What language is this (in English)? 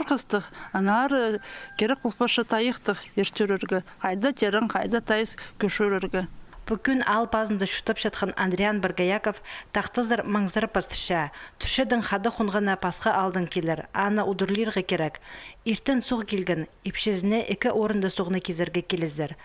Khakas